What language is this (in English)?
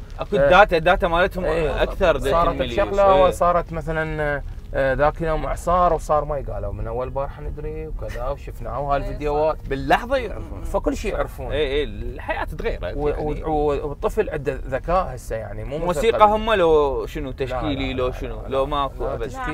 Mesopotamian Arabic